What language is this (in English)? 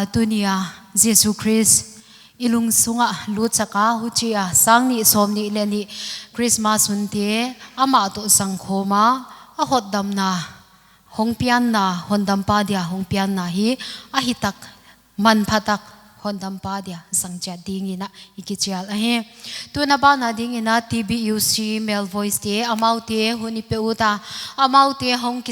Paite Chin